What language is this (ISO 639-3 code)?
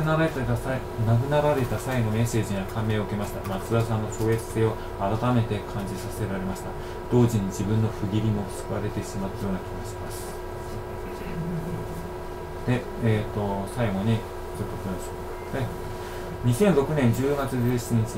jpn